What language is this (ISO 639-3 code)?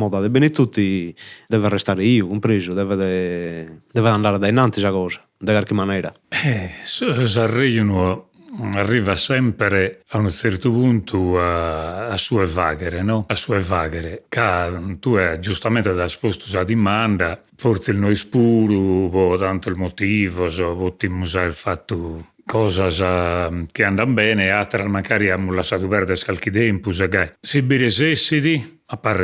srd